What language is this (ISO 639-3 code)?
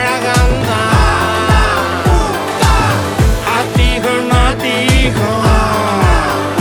tam